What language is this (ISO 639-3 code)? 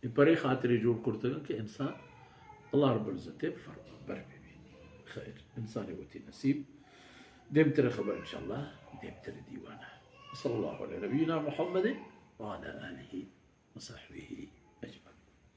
bal